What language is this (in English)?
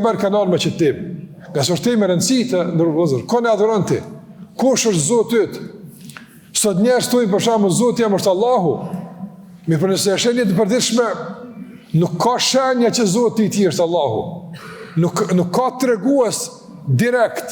Albanian